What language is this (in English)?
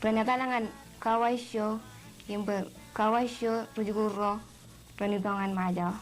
Marshallese